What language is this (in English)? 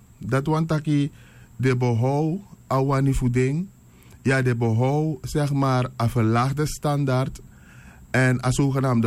Sranan Tongo